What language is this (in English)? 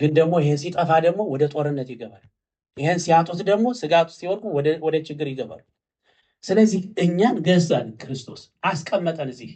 Amharic